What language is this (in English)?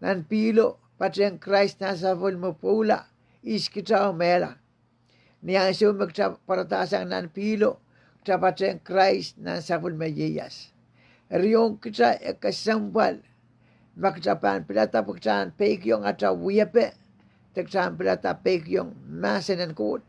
Pohnpeian